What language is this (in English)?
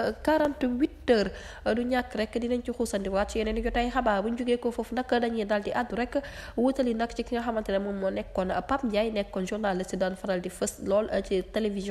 Wolof